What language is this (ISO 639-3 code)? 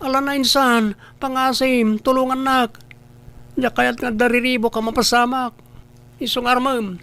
ilo